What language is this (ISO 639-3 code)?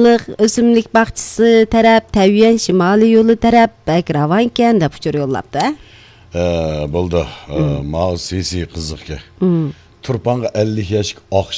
uig